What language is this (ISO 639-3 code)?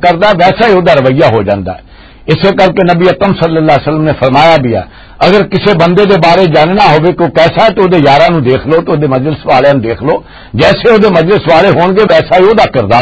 lah